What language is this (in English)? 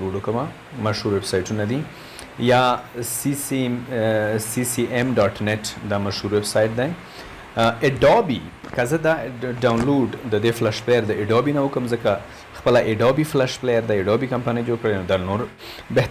Pashto